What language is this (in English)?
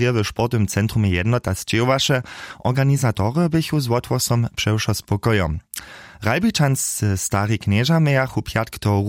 Upper Sorbian